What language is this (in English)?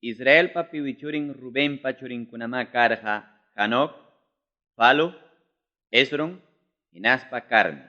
Ayacucho Quechua